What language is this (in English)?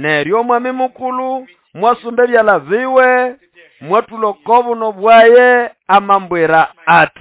Nande